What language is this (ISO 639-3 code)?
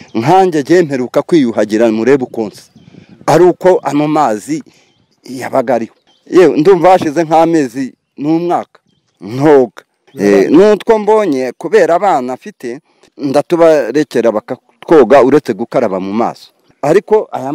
kin